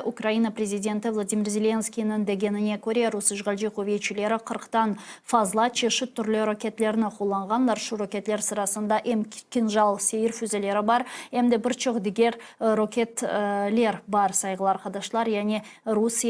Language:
Crimean Tatar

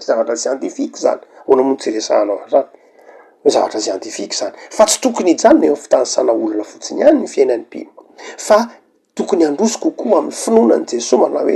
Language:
Malagasy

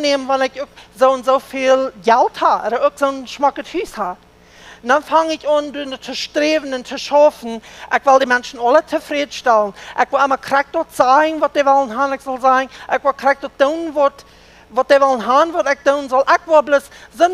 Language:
Plautdietsch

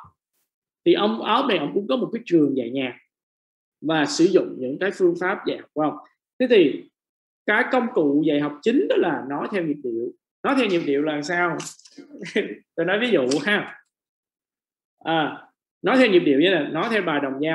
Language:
Vietnamese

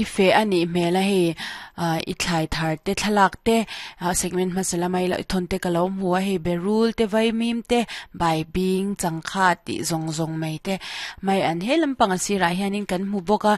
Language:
Mizo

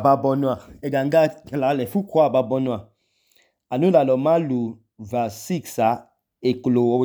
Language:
Idoma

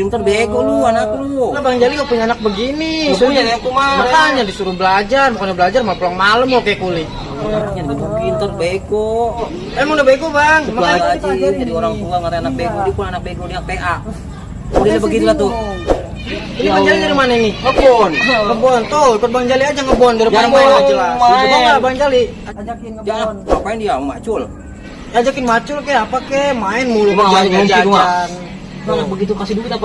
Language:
Betawi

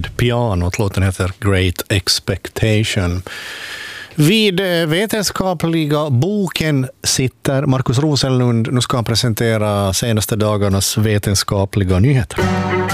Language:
Swedish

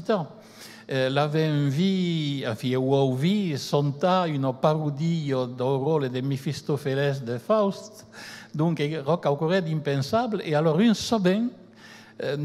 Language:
Occitan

